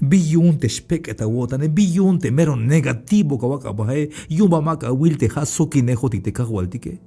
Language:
Tzeltal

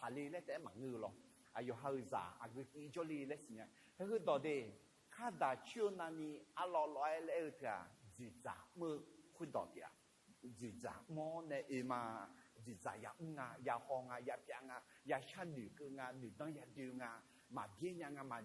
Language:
Akha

